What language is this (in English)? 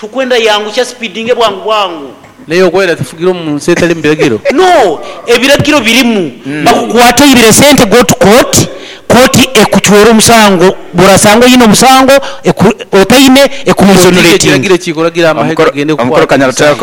Nyankole